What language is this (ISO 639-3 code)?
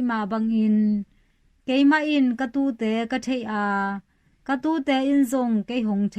ctd